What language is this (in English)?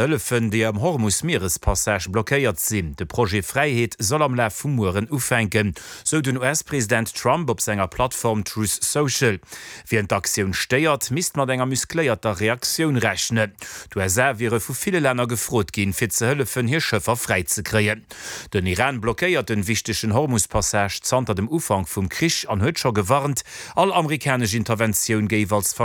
Luxembourgish